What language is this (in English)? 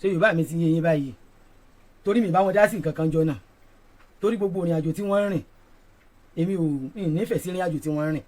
Yoruba